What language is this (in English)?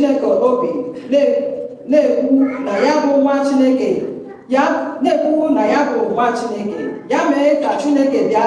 Igbo